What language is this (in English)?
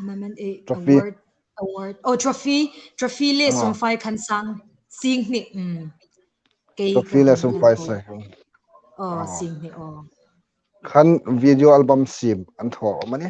Hmar